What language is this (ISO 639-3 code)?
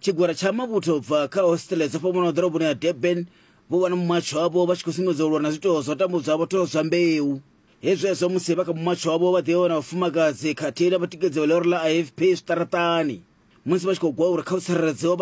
ven